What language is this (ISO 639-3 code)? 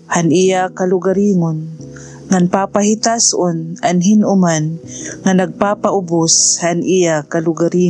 war